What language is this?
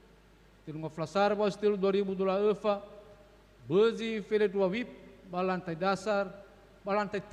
Nias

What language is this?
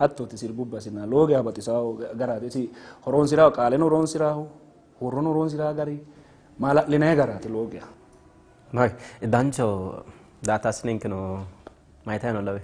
Sidamo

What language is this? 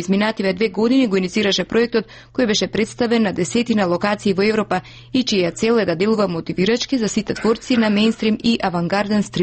Macedonian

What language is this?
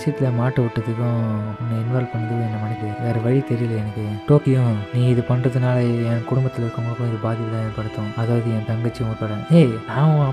Tamil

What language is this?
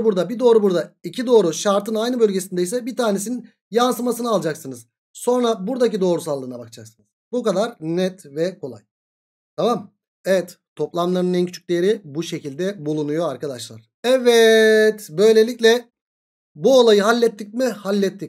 Turkish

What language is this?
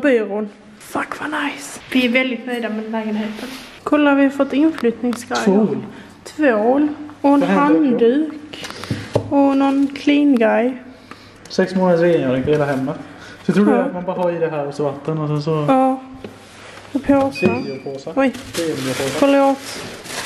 Swedish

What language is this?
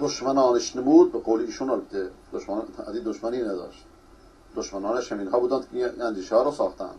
Persian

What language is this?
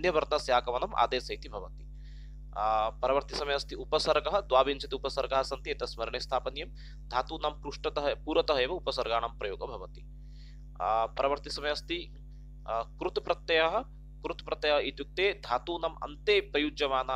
Sanskrit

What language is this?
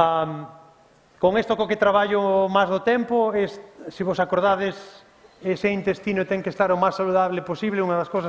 Galician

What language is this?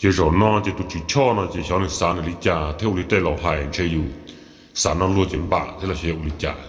Hmong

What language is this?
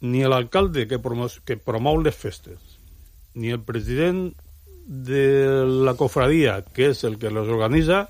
Catalan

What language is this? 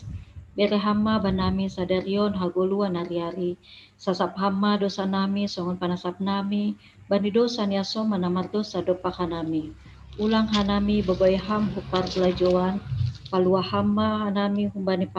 Batak Simalungun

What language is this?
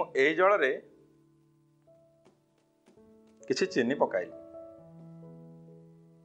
Odia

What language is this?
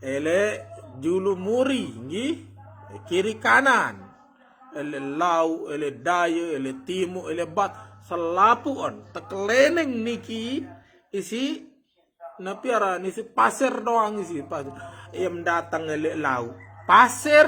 Sasak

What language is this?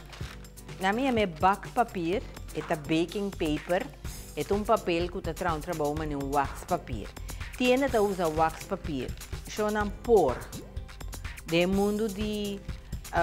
Portuguese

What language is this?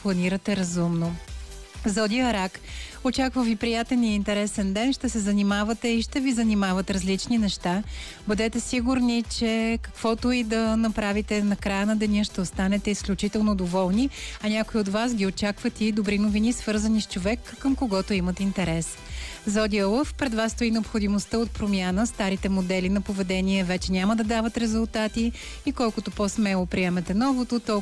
Bulgarian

